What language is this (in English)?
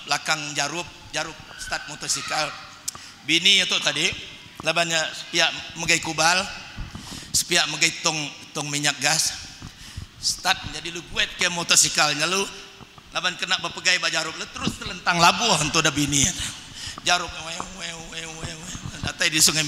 Iban